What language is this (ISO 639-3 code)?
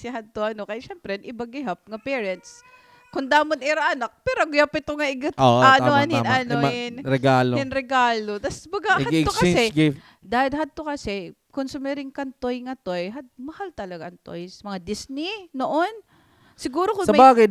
war